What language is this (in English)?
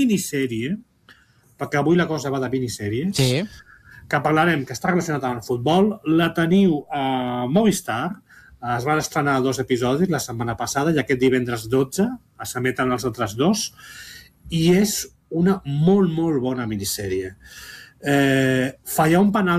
Catalan